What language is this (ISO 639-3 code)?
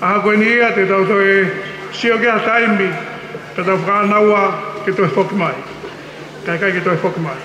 ton